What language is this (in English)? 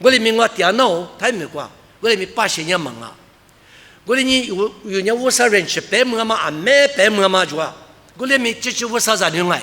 Lisu